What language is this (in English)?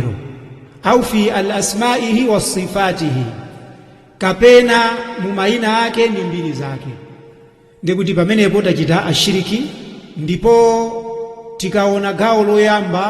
Nyanja